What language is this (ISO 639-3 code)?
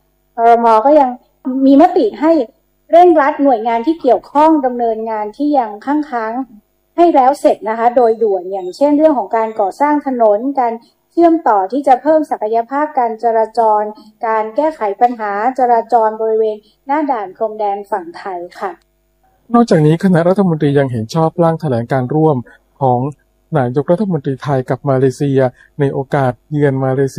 tha